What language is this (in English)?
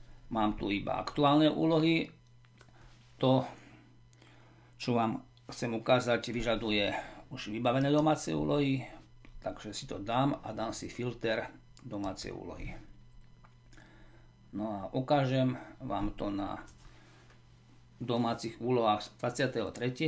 Slovak